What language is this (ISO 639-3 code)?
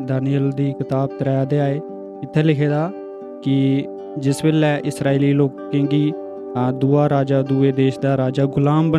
doi